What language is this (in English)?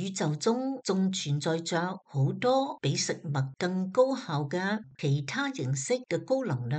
Cantonese